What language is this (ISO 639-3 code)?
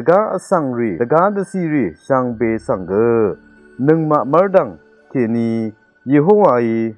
raw